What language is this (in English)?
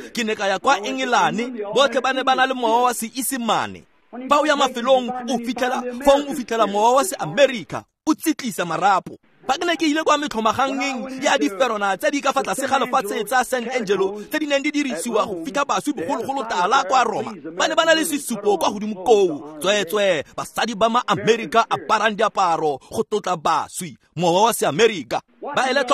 Tswana